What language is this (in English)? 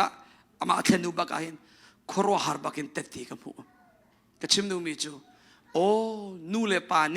Hakha Chin